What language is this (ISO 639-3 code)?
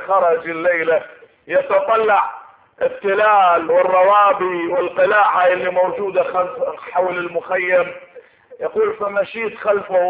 ara